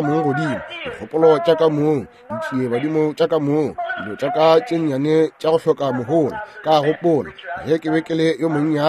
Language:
Northern Sotho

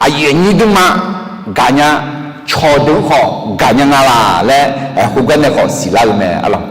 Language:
Akha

